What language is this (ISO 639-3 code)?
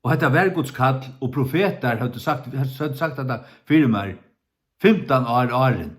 fao